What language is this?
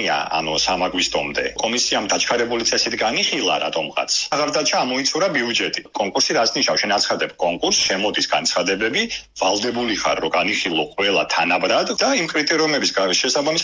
Georgian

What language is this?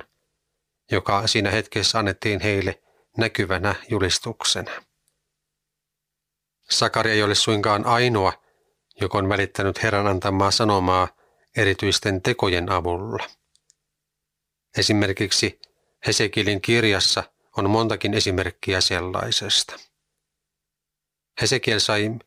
Finnish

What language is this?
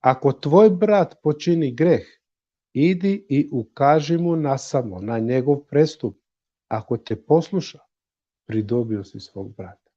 Balkan Romani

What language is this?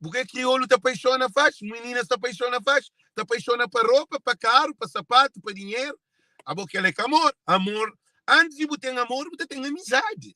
Kabuverdianu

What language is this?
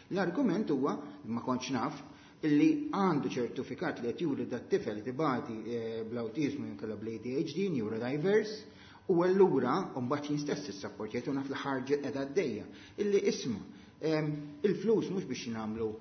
Maltese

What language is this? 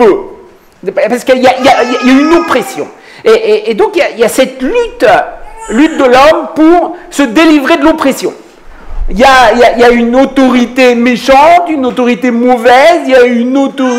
French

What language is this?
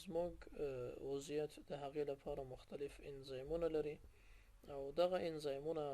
Pashto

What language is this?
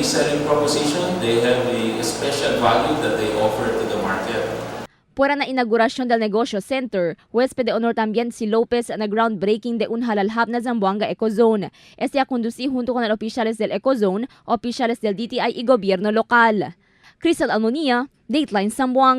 Chavacano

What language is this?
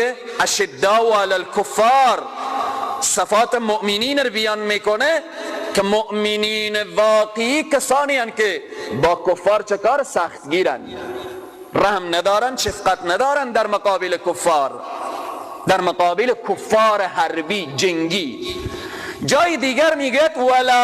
Persian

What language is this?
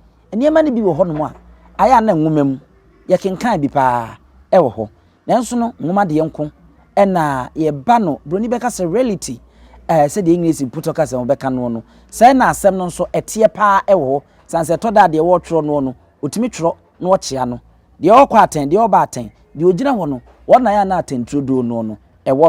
Akan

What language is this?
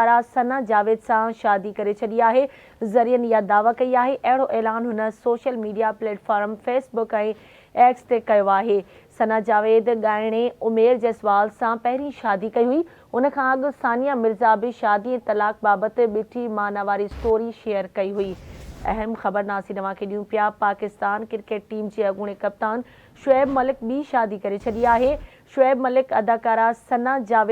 Sindhi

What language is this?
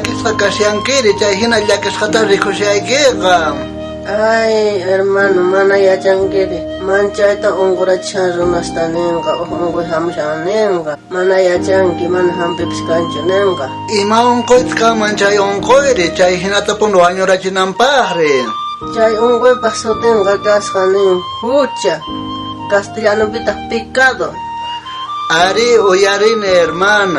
South Bolivian Quechua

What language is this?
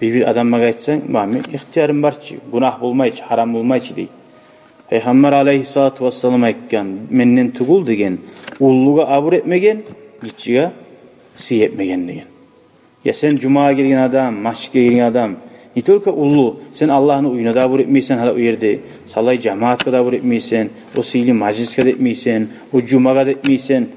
Kumyk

